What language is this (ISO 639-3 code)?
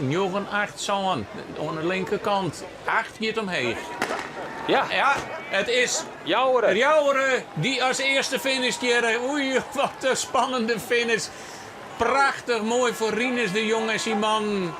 fry